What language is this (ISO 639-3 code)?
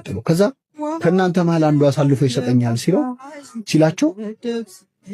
amh